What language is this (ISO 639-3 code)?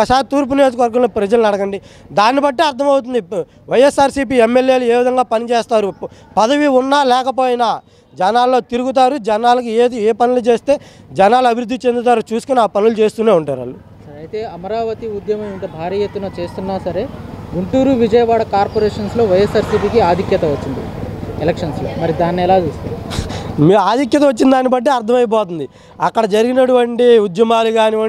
tel